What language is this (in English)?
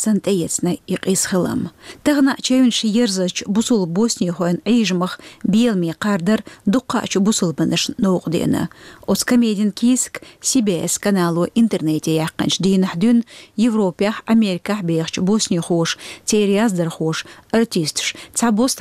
Chechen